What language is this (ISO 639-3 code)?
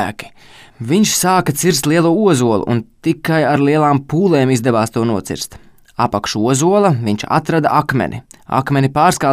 lav